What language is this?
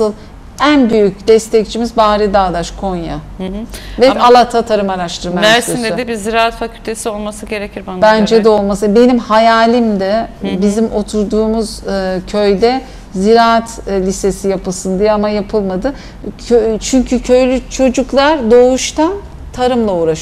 Turkish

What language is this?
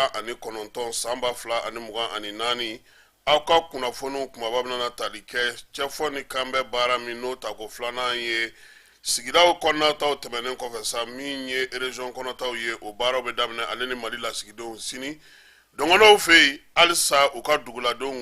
Bambara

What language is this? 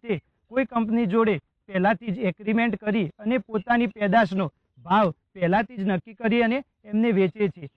Gujarati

